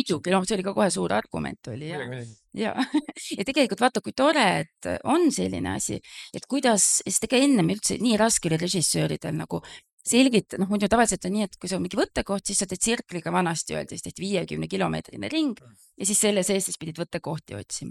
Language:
Estonian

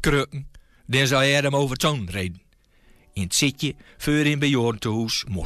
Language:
Gronings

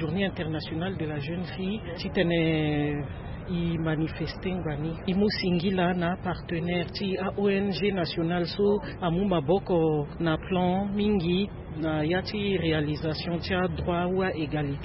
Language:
Sango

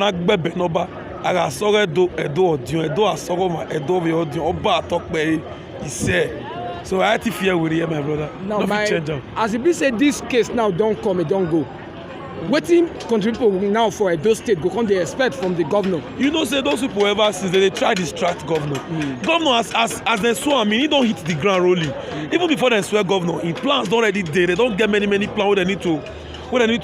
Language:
Nigerian Pidgin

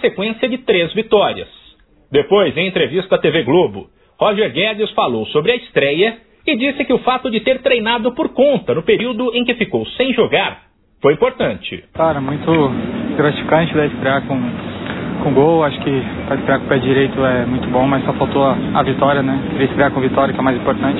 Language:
Portuguese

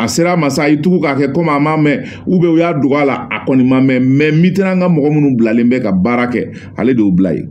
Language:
Bambara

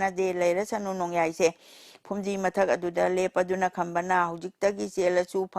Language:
Manipuri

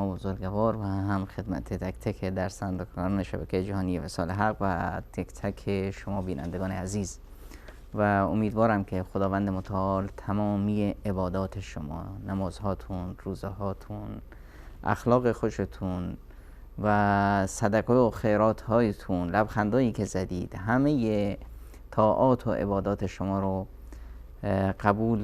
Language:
Persian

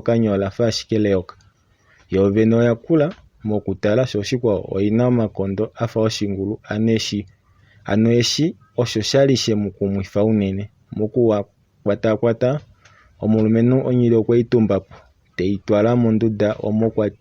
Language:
Kuanyama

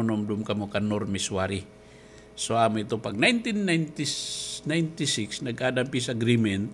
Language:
Waray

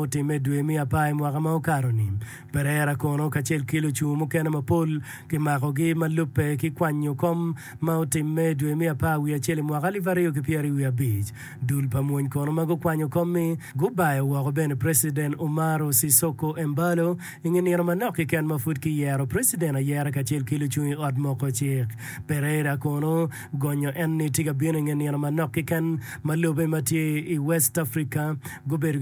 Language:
Acoli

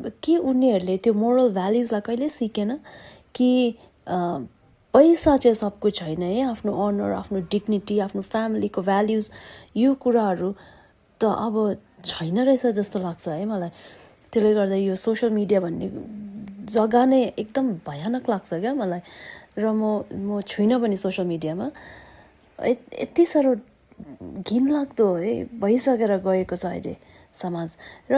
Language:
Nepali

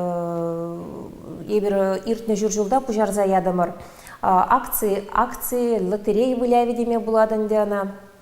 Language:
Chuvash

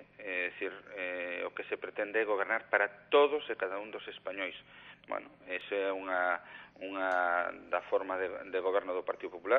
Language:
Galician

